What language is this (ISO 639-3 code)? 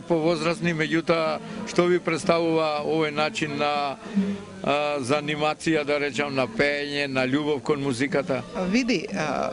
mkd